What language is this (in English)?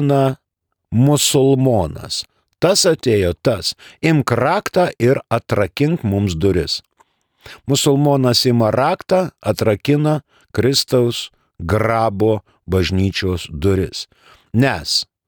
Lithuanian